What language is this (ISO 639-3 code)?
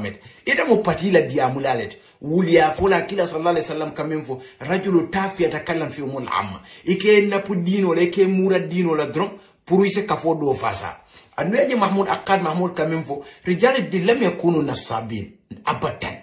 hau